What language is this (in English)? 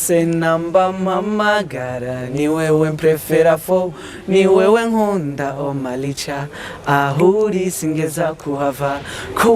Rundi